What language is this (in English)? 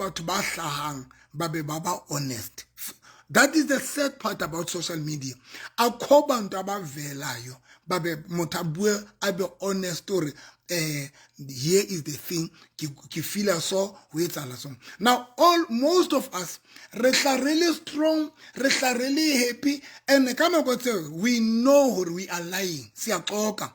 Southern Sotho